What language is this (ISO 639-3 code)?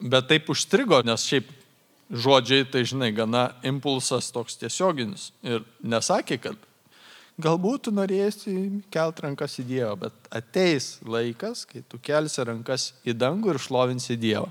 lit